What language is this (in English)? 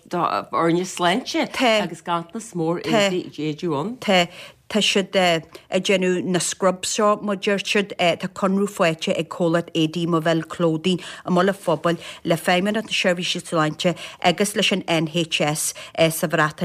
Irish